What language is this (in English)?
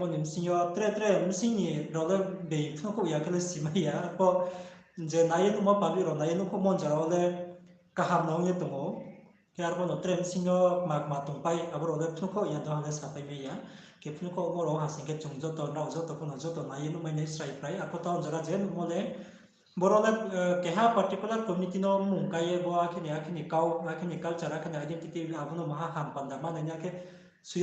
Riang (India)